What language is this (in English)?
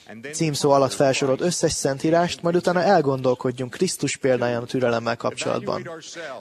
Hungarian